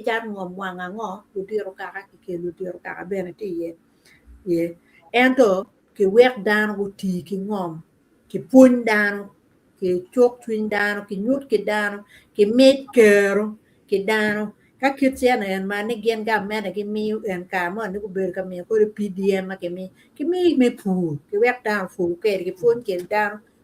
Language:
Acoli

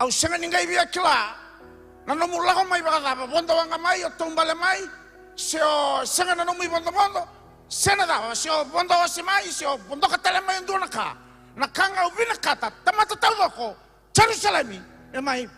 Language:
Fijian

